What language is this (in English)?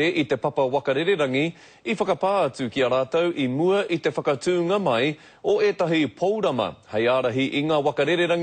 Māori